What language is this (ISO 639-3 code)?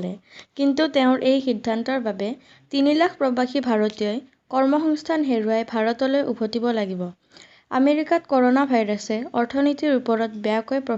asm